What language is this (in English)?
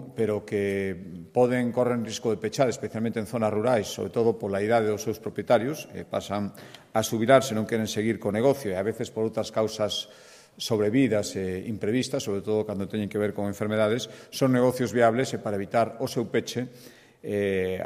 Galician